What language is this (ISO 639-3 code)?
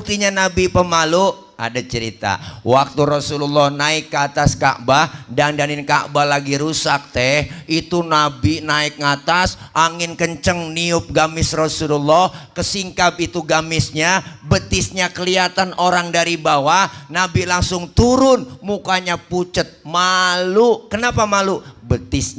bew